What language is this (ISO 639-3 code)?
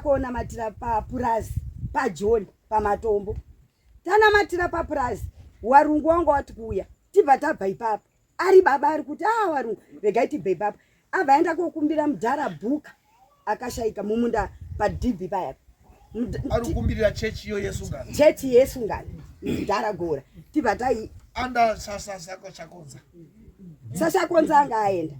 sna